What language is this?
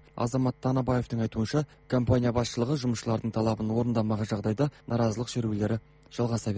Kazakh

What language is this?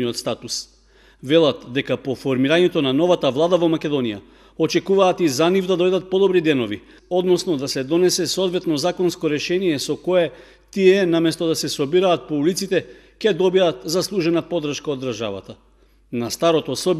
Macedonian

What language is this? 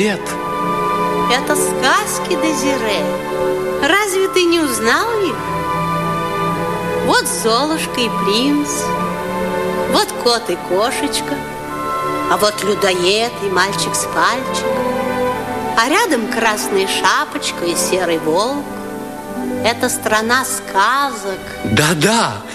Russian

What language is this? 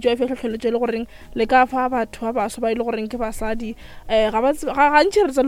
Northern Sotho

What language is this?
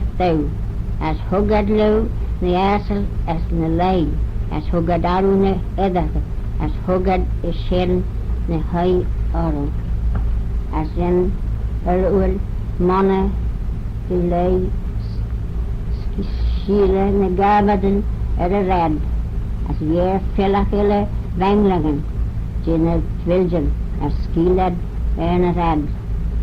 Manx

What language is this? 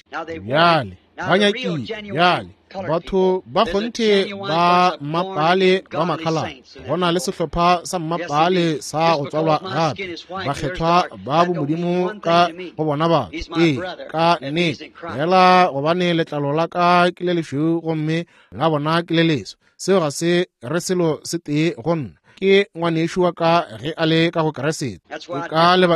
Northern Sotho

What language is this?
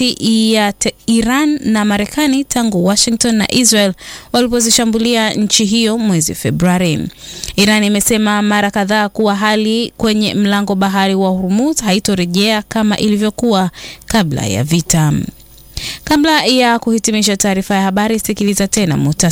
Swahili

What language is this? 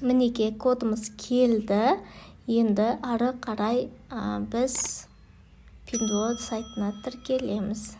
Kazakh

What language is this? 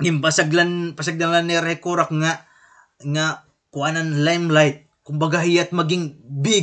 Waray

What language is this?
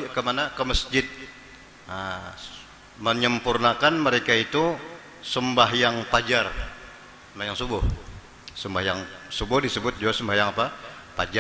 Banjar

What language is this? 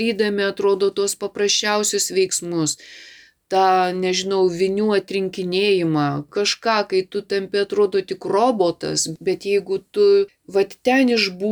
Lithuanian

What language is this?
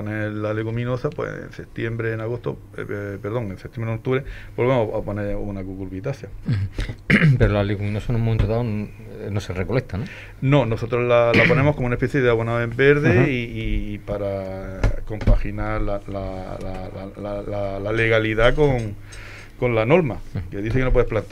Spanish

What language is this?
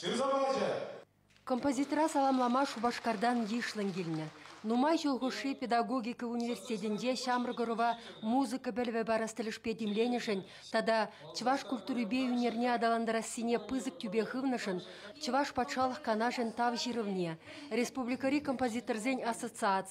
Chuvash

